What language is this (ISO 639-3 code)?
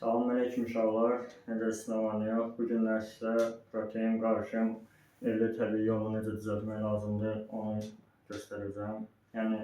aze